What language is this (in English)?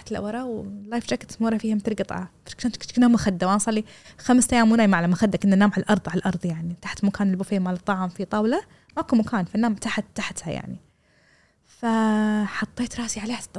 Gulf Arabic